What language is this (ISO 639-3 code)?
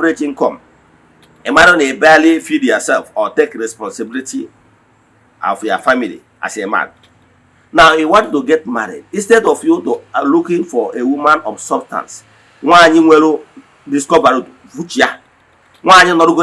ibo